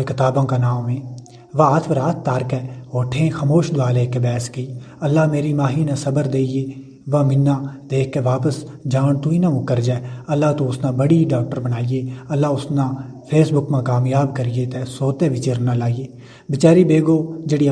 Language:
Gujari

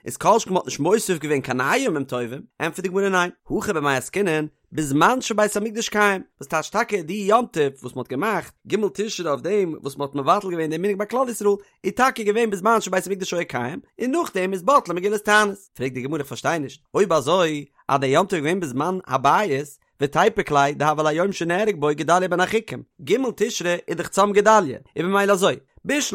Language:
Yiddish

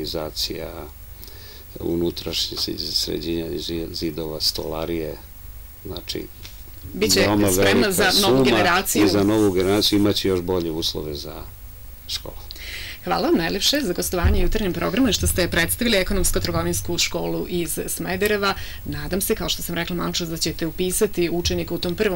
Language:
Serbian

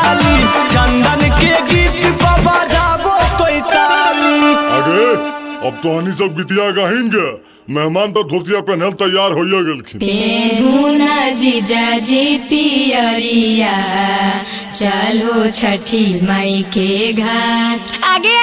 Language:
Magahi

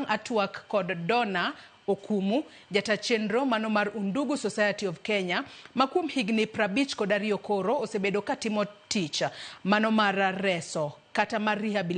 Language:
Luo (Kenya and Tanzania)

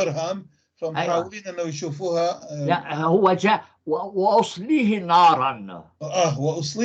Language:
North Levantine Arabic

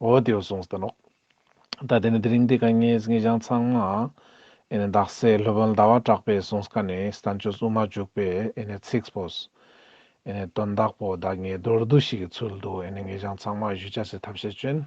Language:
Ladakhi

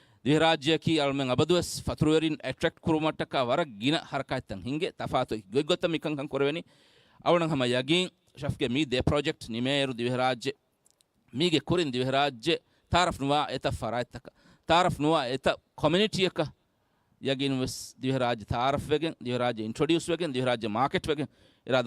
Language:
Divehi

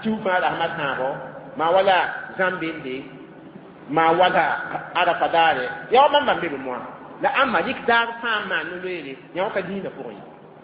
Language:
Mossi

